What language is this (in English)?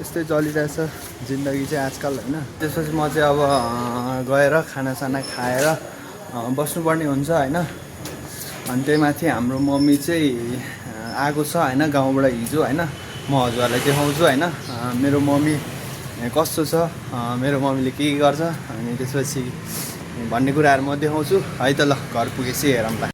Nepali